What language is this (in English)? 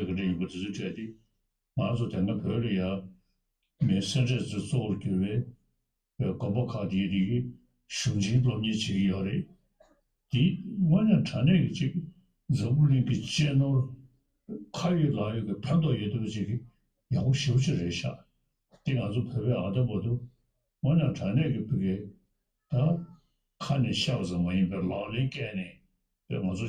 Tibetan